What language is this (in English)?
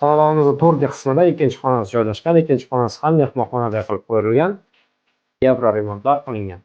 Uzbek